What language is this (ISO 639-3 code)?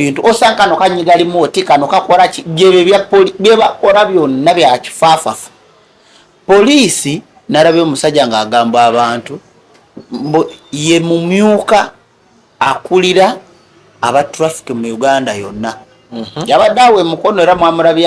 lug